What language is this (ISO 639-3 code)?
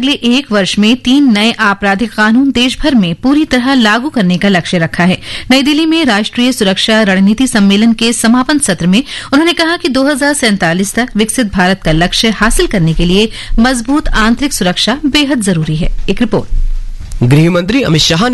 hin